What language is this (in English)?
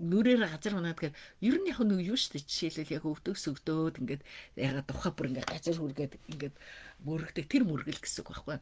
Mongolian